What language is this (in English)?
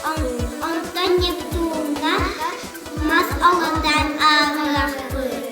Yakut